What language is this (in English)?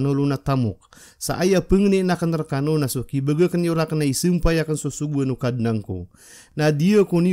Maranao